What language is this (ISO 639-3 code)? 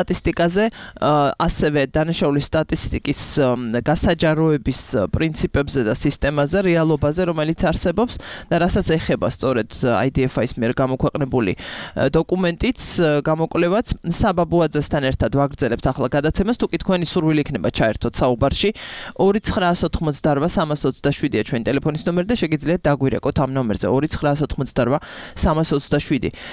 kat